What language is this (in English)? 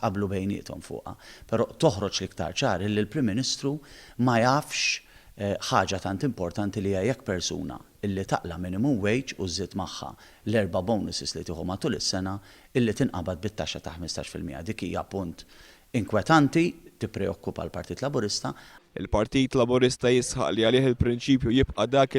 Maltese